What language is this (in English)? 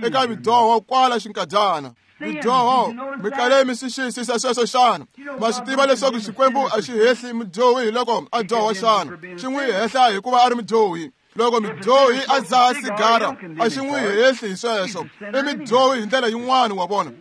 Tsonga